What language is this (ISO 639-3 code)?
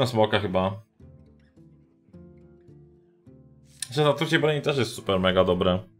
pol